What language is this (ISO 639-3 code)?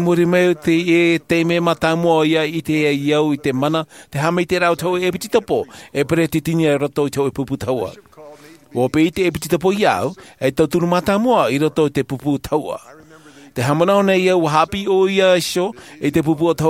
tah